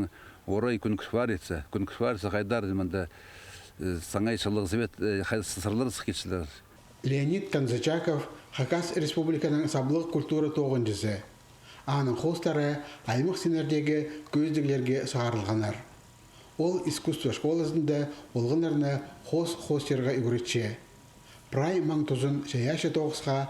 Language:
Khakas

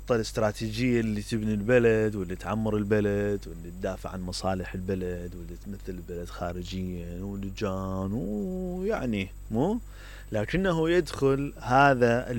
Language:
Mesopotamian Arabic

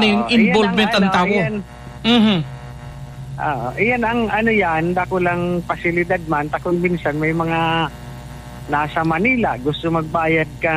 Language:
Bikol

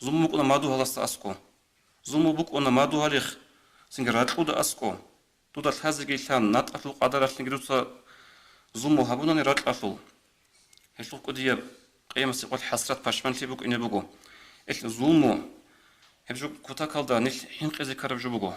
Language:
Avaric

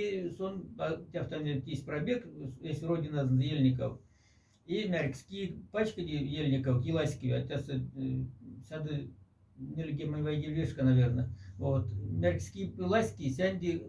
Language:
Moksha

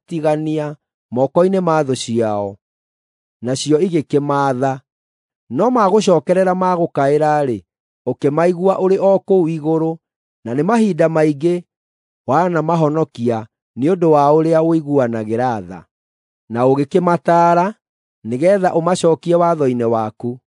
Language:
Kikuyu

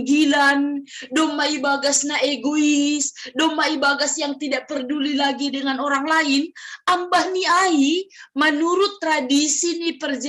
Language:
Batak Simalungun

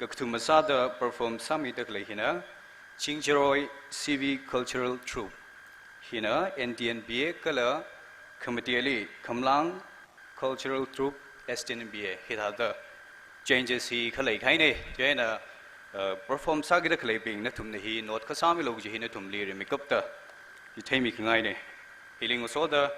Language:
Tangkhul Naga (India)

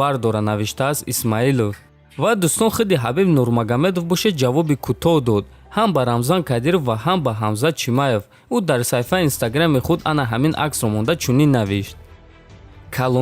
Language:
Tajik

